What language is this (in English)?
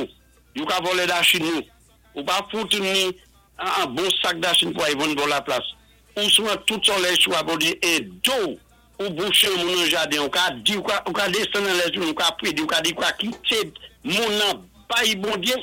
Saint Lucian Creole French